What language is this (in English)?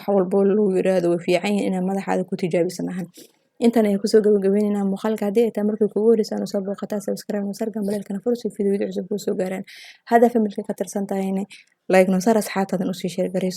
Somali